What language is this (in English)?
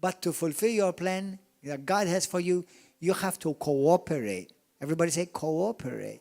English